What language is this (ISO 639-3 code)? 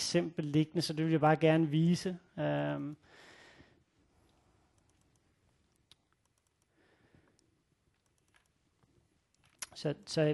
dan